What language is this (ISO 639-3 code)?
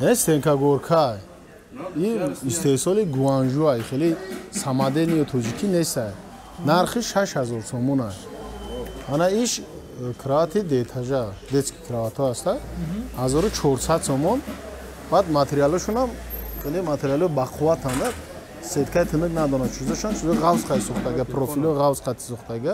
tgk